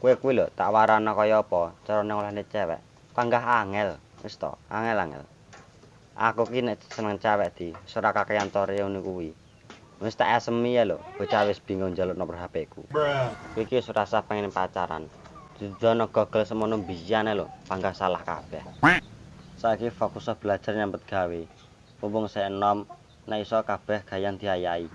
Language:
Javanese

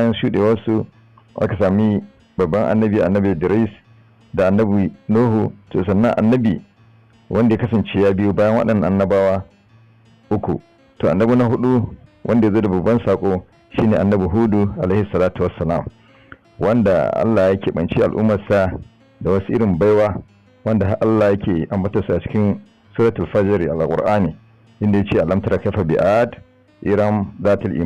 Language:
Hausa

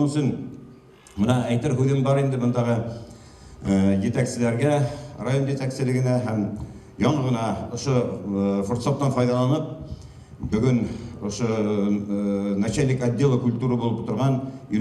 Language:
Bashkir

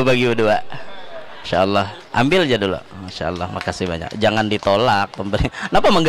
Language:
Banjar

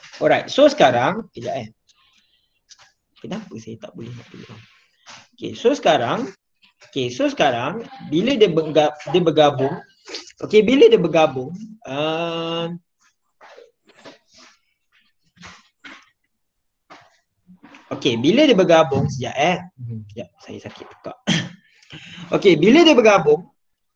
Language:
Malay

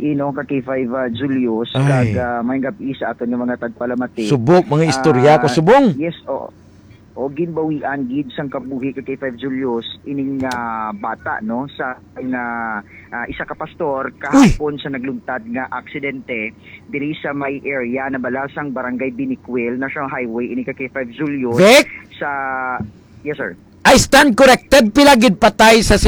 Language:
Hiligaynon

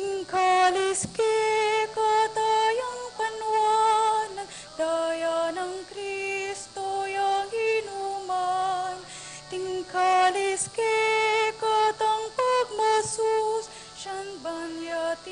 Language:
Pampanga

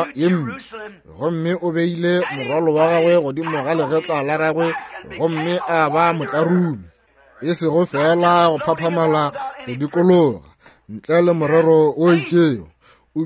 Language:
Northern Sotho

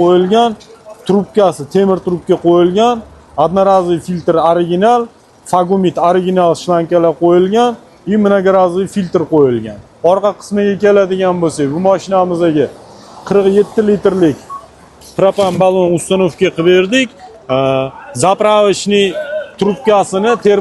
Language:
Uzbek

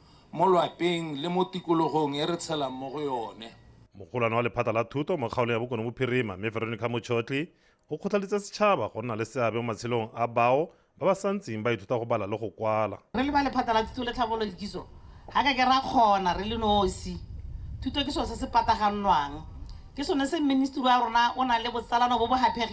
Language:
Tswana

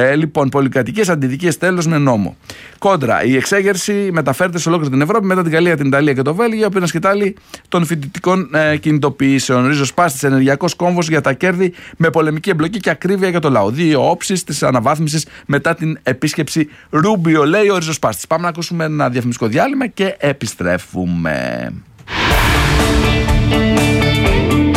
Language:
Greek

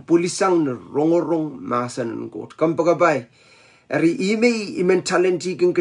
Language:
Pohnpeian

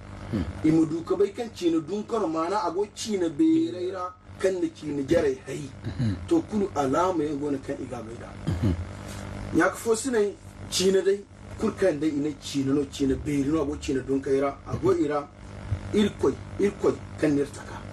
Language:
Zarma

